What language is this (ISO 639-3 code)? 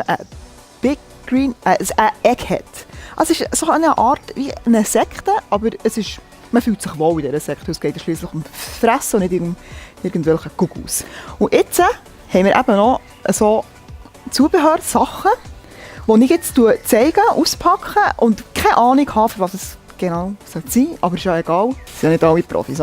gsw